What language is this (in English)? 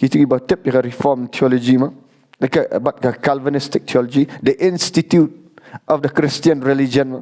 Khasi